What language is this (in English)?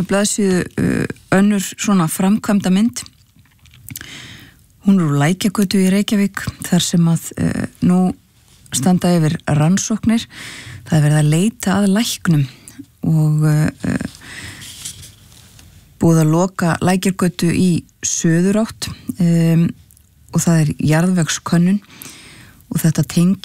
Icelandic